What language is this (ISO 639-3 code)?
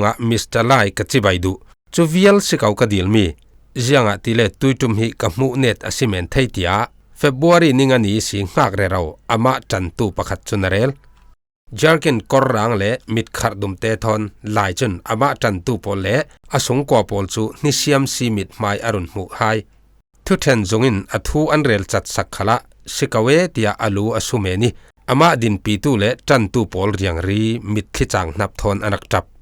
cfm